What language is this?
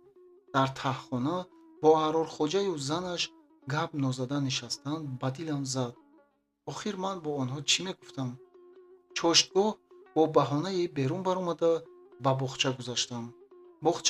Tajik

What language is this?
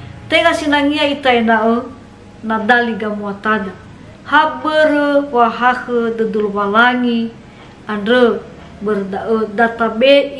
Nias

